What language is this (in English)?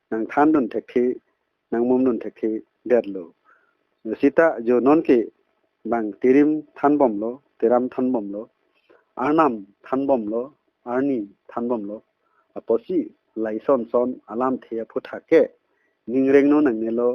Karbi